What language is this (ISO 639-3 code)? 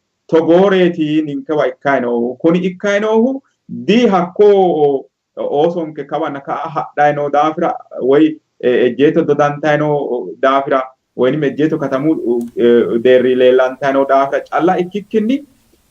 sid